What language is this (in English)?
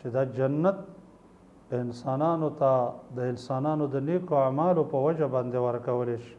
Pashto